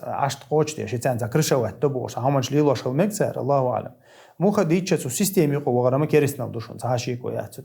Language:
Chechen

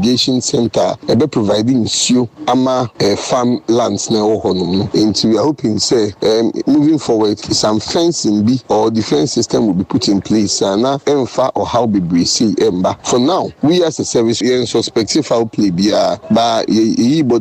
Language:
Akan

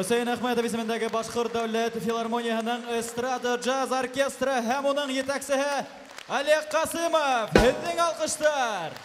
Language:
Bashkir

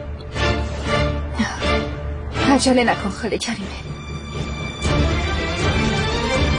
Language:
Persian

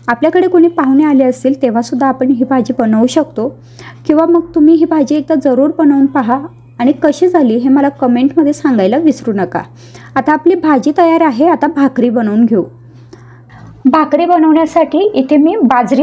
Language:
Marathi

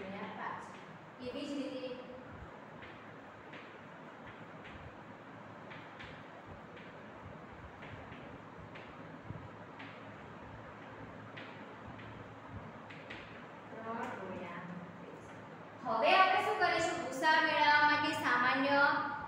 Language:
Gujarati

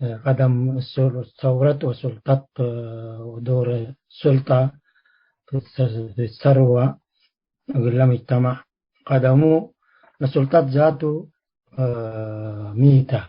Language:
Tigre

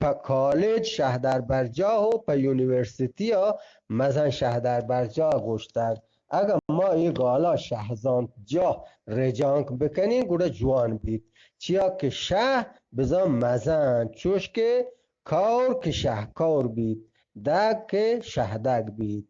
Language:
Eastern Balochi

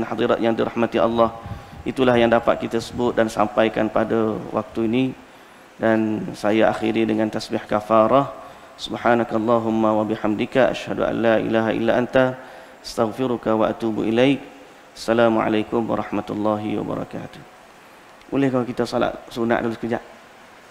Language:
Malay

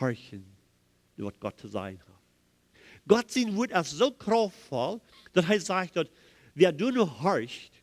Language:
Plautdietsch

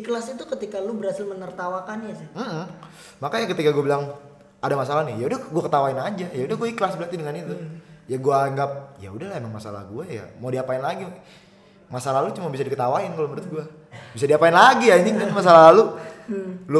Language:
Indonesian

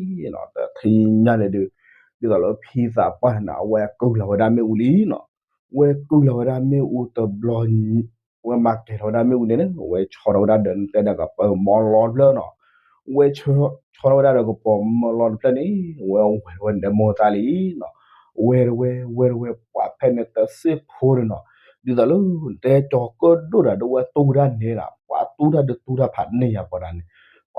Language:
S'gaw Karen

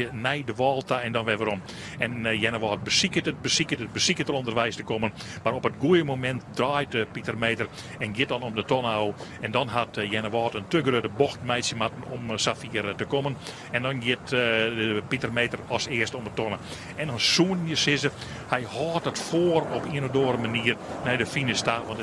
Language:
Western Frisian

